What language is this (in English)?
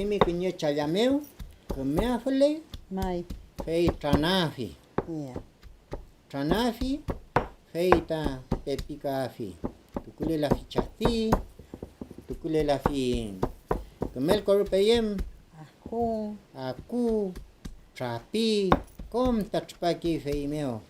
Mapuche